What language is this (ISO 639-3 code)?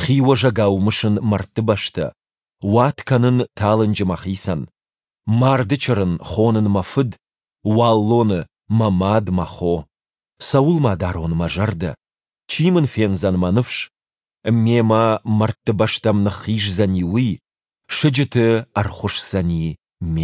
oss